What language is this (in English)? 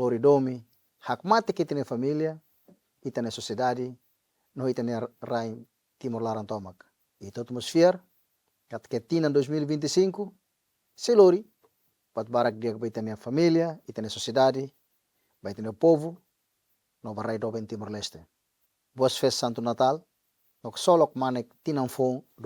Tetum